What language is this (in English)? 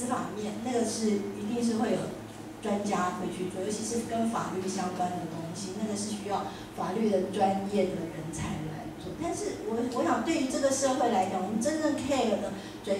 Chinese